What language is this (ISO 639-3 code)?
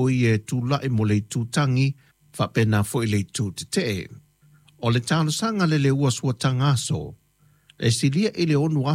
smo